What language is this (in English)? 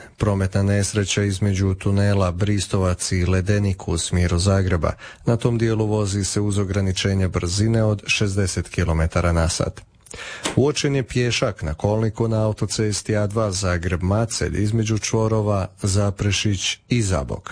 Croatian